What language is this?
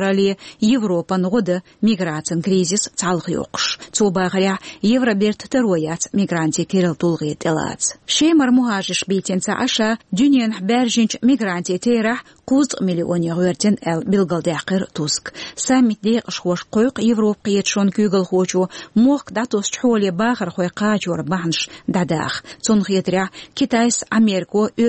Chechen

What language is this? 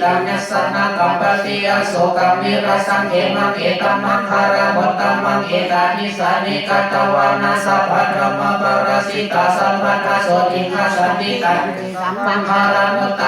Pali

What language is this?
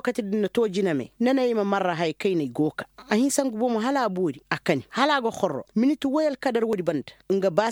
Koyraboro Senni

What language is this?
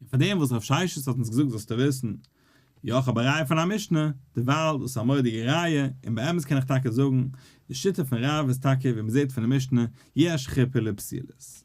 Yiddish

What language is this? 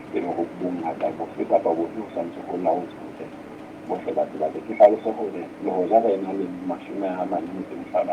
Southern Sotho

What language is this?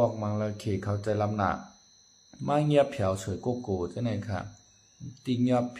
Shan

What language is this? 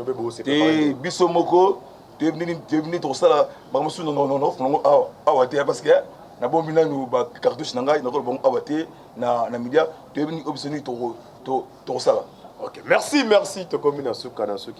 Lingala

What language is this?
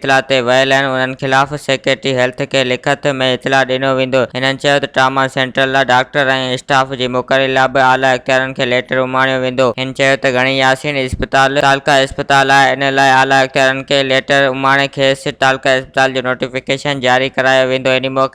Sindhi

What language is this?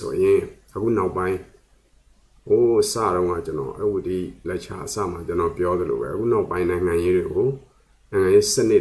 Burmese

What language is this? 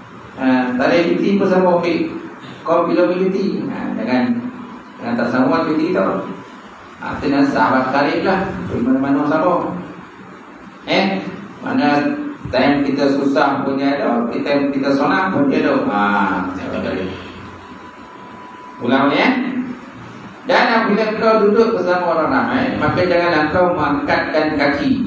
Malay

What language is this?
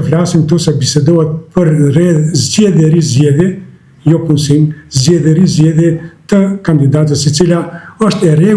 Albanian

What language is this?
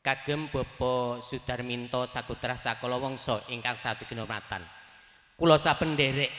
Javanese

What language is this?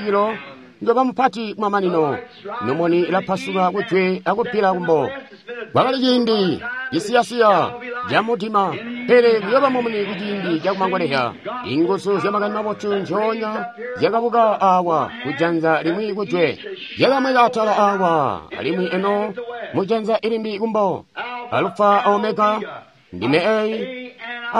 Tonga (Zambia)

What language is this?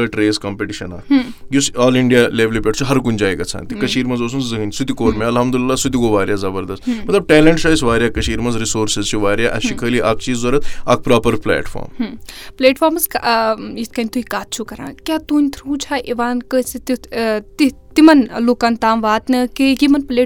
Kashmiri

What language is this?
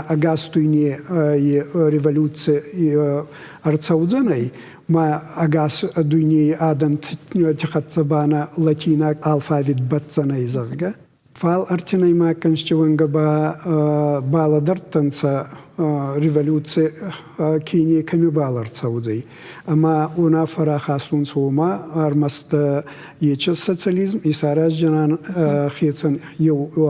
Ossetic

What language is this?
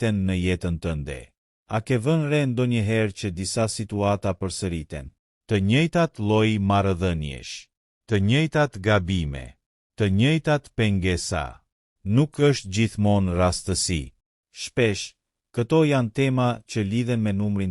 Albanian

